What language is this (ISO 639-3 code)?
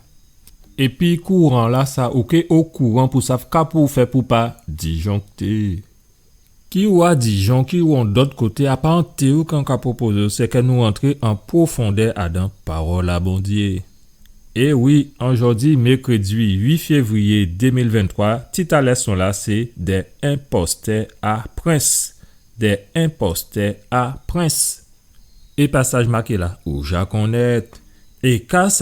gcf